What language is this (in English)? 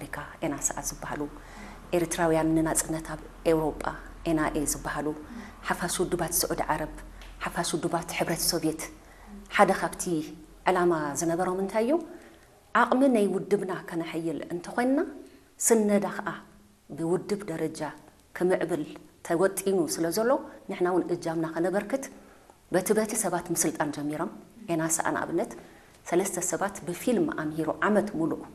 Tigrinya